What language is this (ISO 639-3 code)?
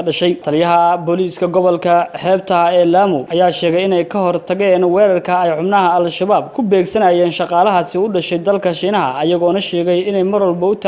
som